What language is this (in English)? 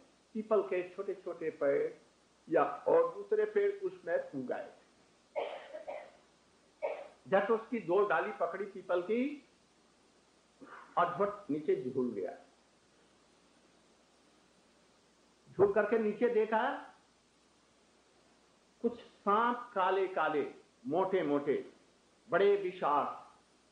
Hindi